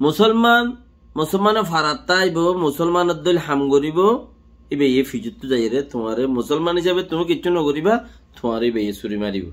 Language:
Rohingya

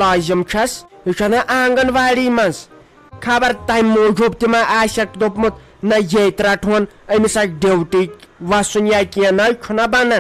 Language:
Kashmiri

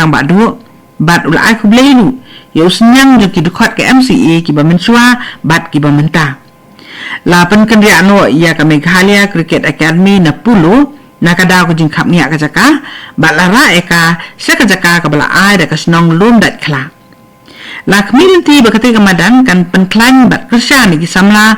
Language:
Khasi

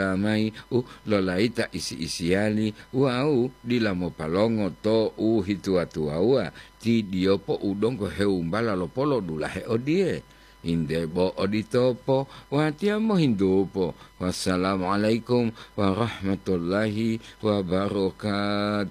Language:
Gorontalo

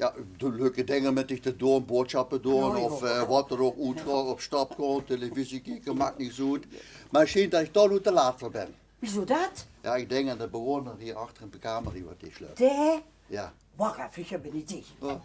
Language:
Limburgish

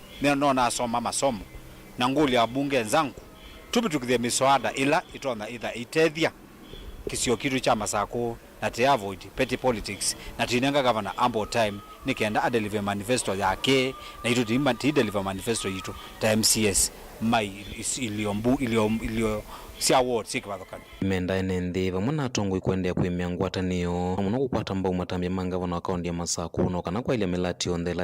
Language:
Kamba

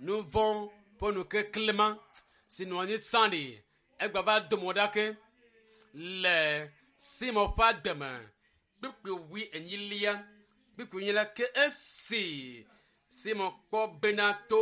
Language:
Ewe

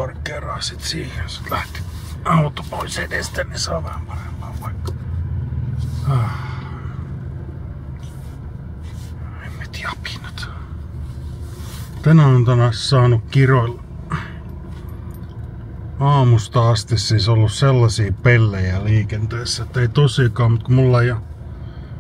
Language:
Finnish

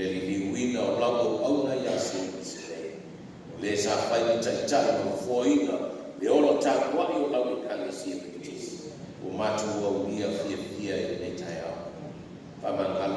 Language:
Samoan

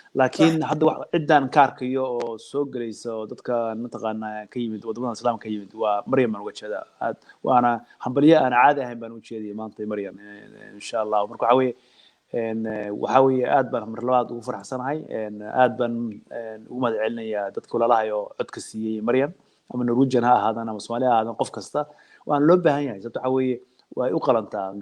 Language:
Somali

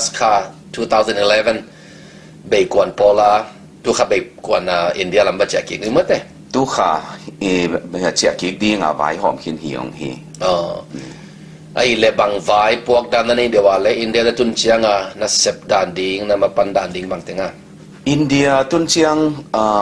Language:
Tedim Chin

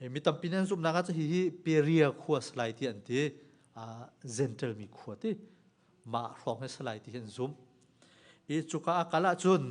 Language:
Hakha Chin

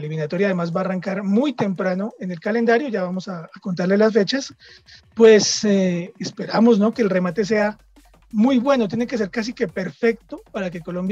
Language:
Spanish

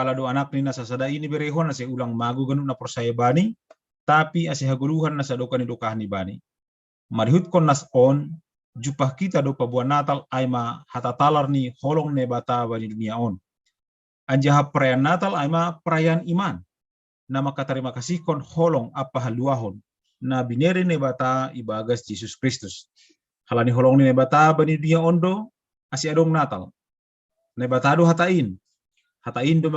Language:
Batak Simalungun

